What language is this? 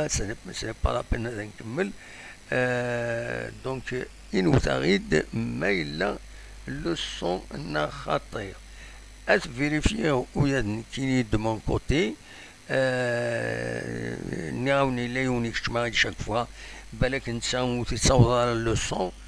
Kabyle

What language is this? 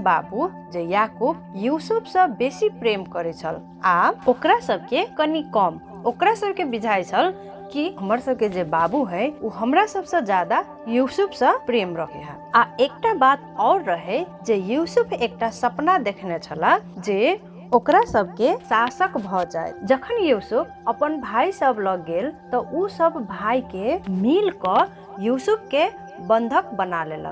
Maithili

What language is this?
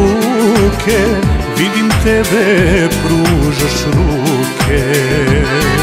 Croatian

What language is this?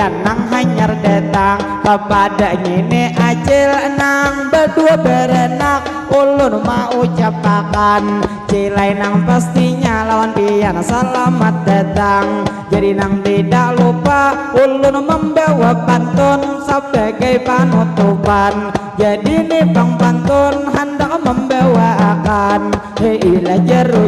Banjar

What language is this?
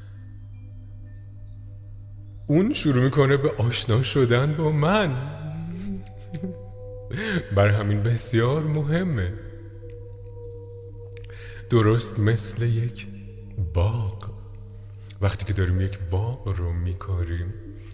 Persian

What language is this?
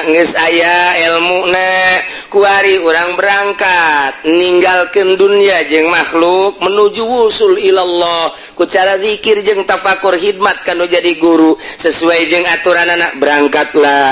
Sundanese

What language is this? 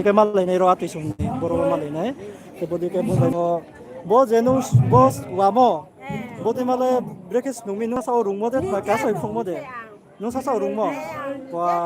Riang (India)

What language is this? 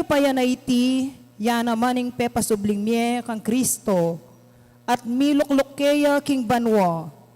Pampanga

